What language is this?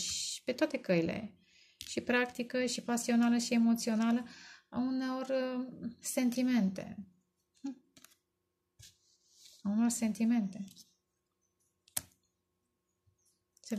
Romanian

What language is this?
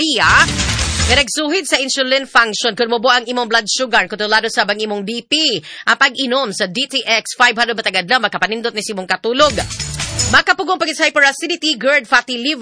Cebuano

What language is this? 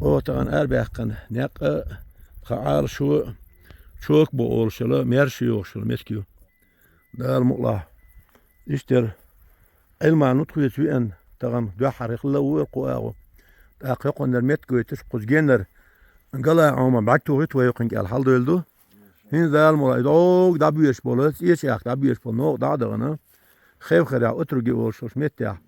Chechen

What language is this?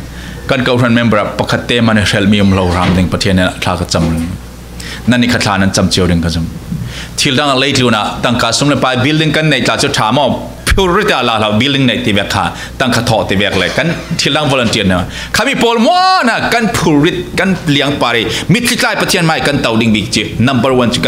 Falam Chin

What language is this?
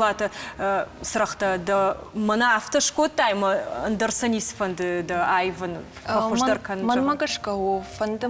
Ossetic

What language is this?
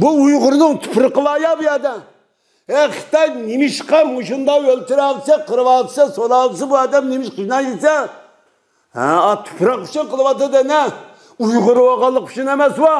Uyghur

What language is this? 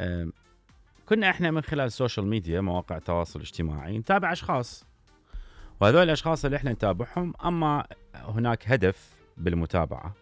Mesopotamian Arabic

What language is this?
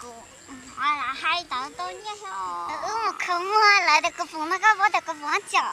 Hmong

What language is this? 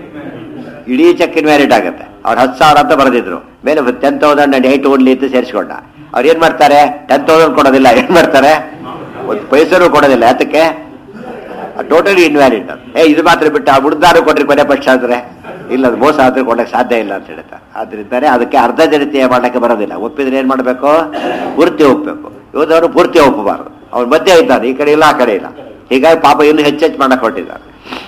Kannada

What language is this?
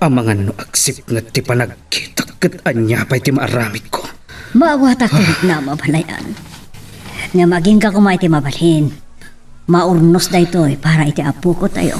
Iloko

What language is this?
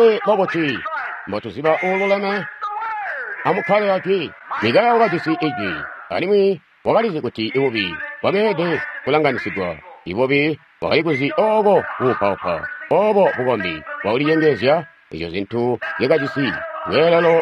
Tonga (Zambia)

